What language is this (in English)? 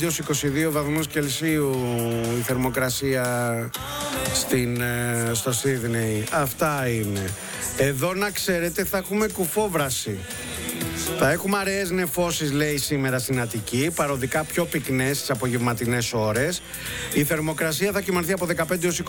Greek